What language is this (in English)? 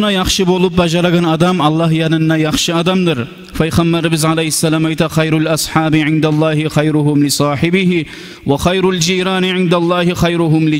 Kumyk